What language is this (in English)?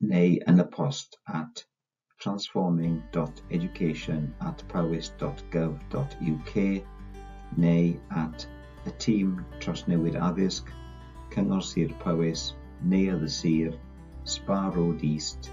Welsh